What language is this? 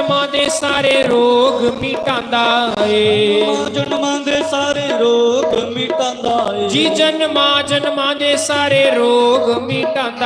Dogri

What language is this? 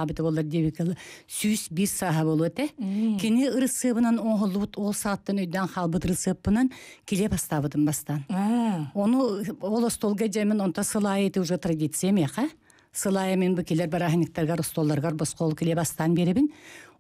Yakut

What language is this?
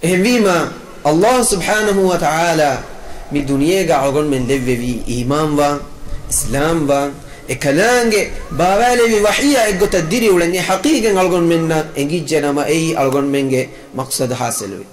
Divehi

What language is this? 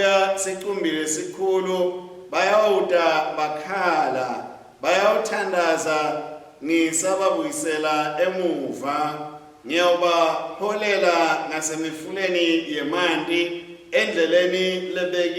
Swati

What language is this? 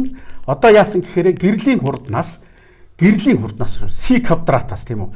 Mongolian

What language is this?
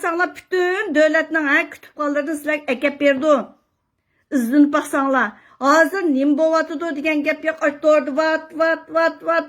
Uyghur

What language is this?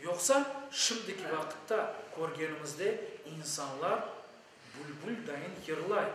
Crimean Tatar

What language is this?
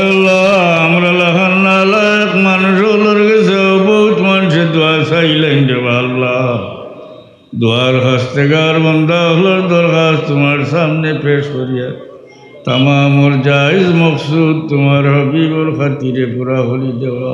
Sylheti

